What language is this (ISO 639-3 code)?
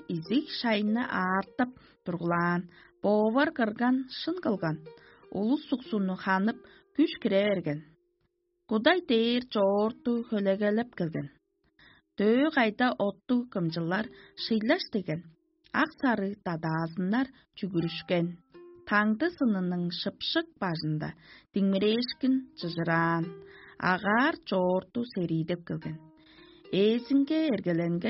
tyv